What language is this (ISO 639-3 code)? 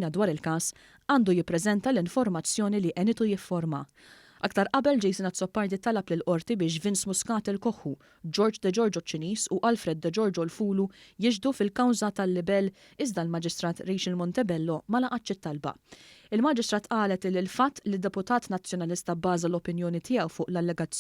mlt